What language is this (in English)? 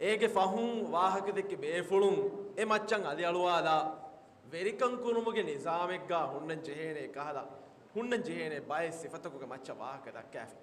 Divehi